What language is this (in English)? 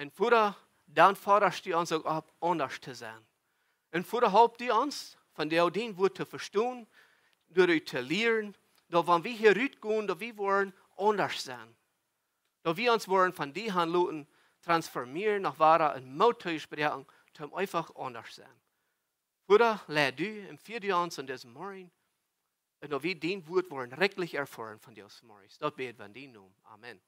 Plautdietsch